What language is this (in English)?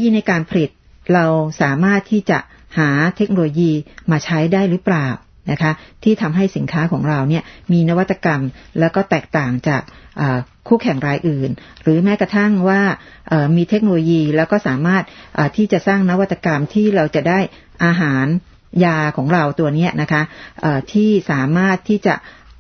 Thai